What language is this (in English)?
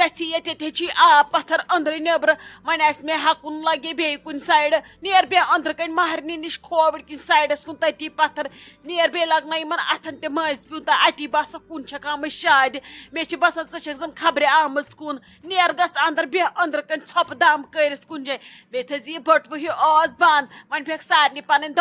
Kashmiri